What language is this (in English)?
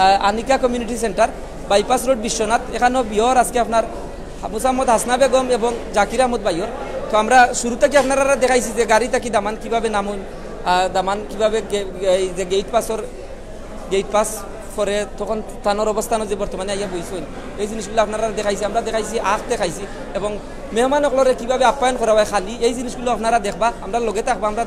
Sylheti